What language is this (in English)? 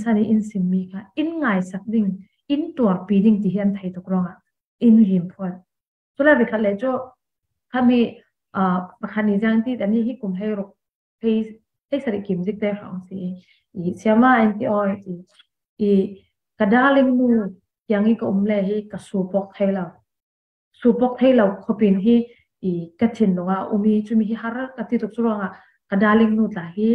Falam Chin